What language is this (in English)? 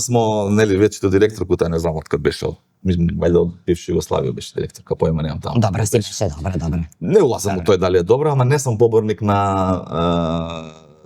Macedonian